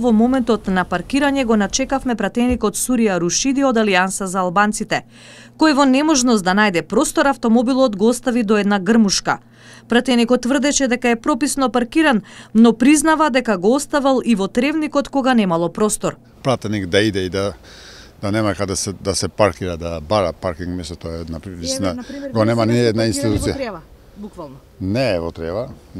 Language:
Macedonian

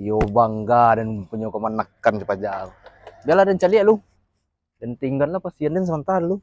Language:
Minangkabau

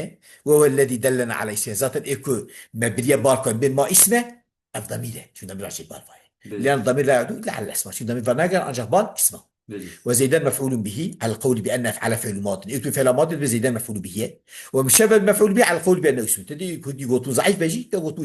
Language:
Kurdish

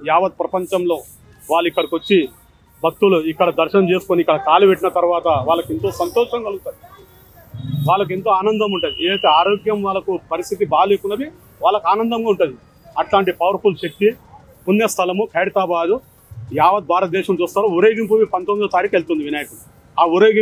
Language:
Telugu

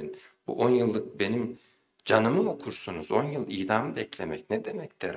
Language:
Turkish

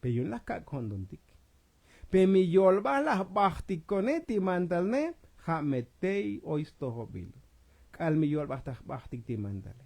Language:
Tzotzil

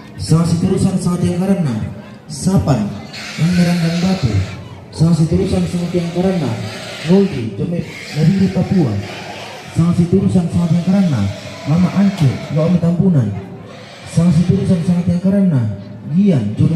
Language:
Toraja-Sa'dan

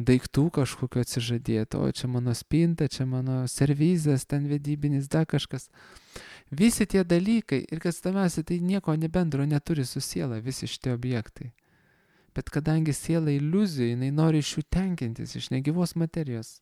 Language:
Lithuanian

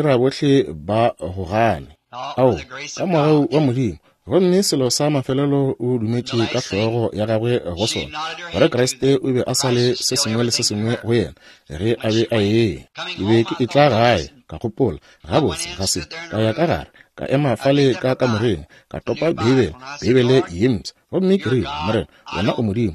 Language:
Northern Sotho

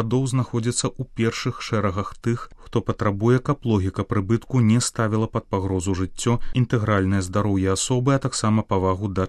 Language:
Belarusian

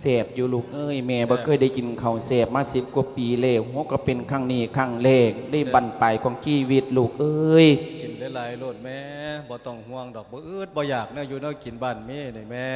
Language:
Lao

